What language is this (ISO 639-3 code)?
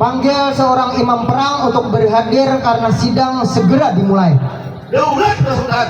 bjn